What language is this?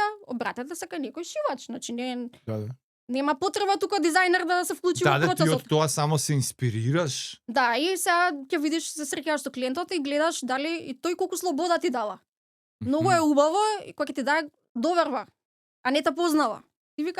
Macedonian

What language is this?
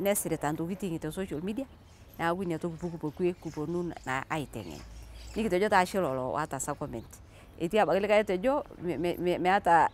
Masai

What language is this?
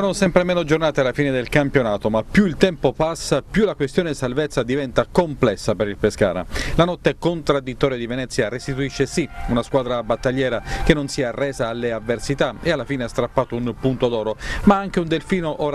Italian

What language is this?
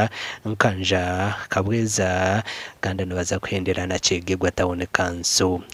Nyankole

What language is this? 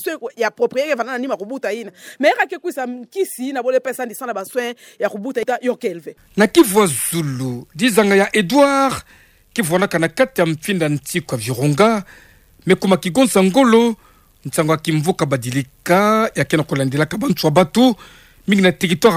Kituba (Democratic Republic of Congo)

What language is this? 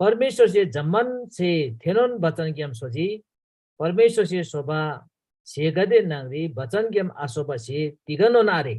Eastern Tamang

